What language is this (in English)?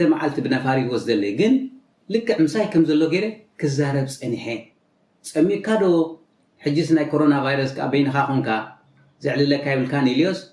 Tigrinya